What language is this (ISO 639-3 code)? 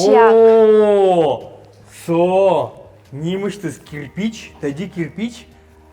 udm